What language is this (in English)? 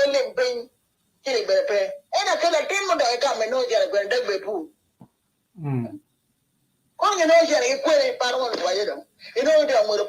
Acoli